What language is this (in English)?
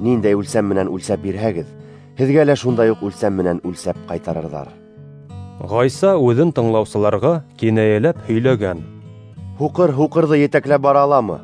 Bashkir